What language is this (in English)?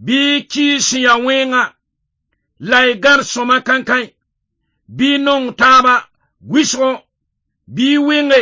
Mossi